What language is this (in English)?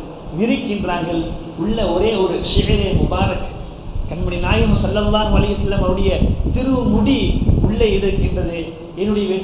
Tamil